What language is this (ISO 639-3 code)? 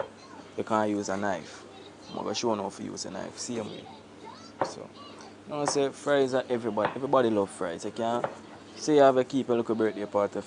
jam